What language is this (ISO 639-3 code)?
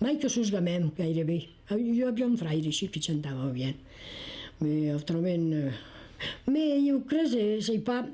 oci